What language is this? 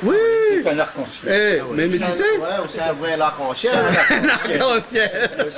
Réunion Creole French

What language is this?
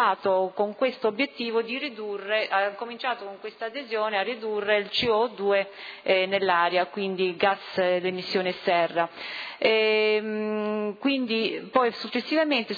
Italian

